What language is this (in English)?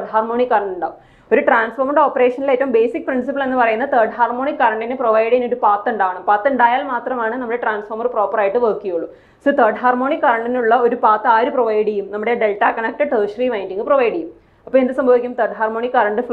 Malayalam